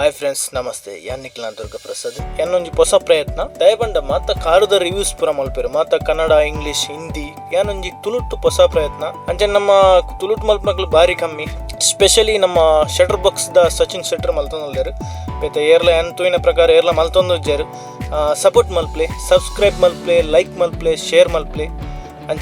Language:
Tulu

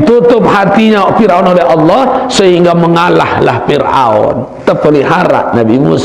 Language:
Sasak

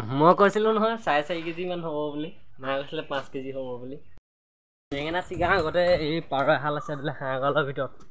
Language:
Assamese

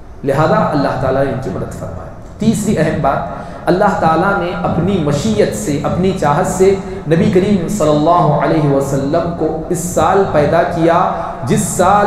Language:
Urdu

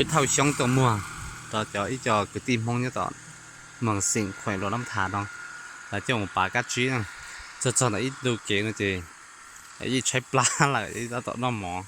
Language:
Hmong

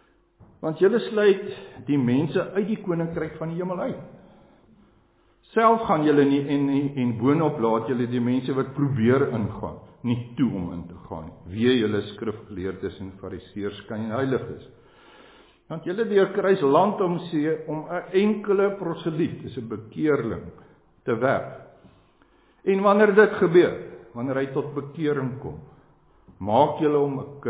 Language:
Afrikaans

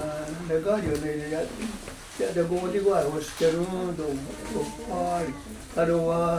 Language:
Mohawk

